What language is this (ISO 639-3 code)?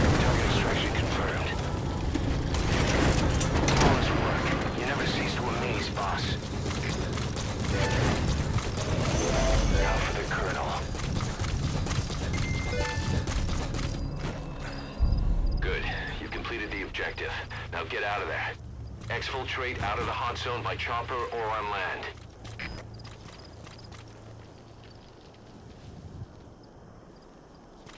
eng